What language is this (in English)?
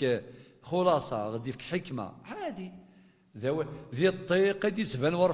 Kabyle